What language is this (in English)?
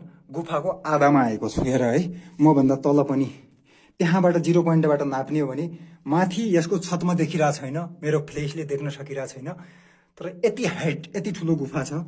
Nepali